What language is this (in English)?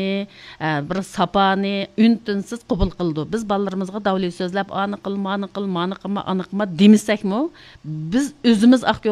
Uyghur